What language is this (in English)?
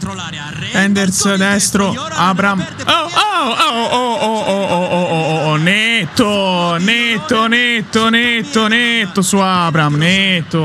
Italian